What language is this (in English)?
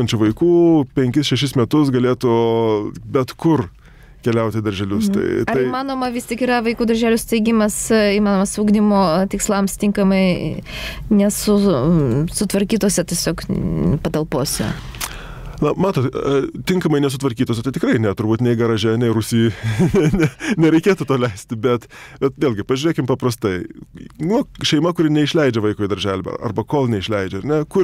Lithuanian